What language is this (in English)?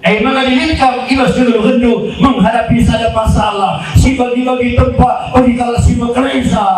Batak Karo